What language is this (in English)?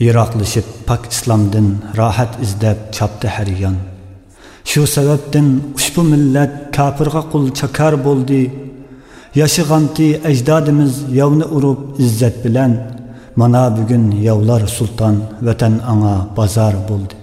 Uyghur